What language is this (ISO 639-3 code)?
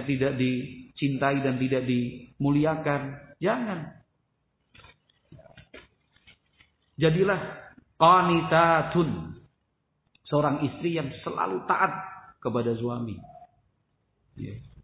ind